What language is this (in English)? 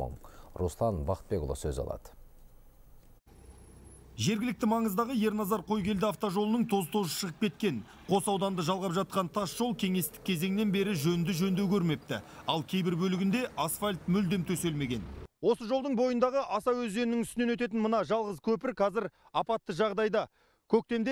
Kazakh